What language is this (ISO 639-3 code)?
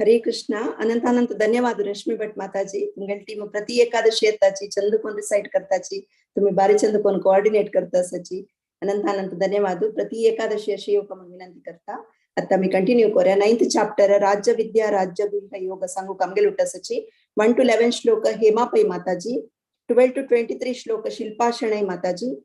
kok